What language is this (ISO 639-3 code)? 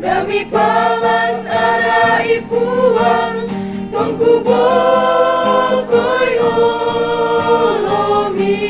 sda